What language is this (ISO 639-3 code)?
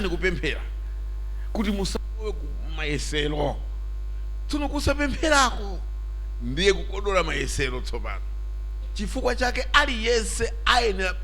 nya